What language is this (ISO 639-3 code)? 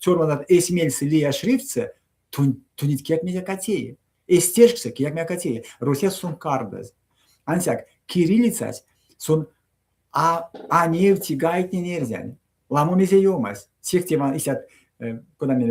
myv